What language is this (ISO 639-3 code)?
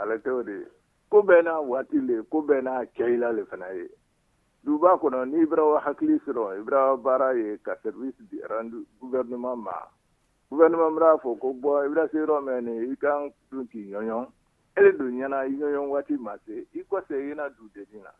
bam